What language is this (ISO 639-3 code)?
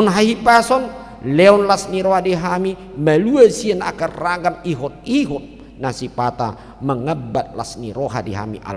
bbc